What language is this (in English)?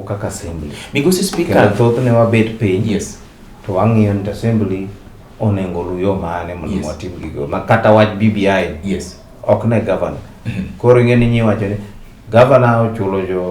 Luo (Kenya and Tanzania)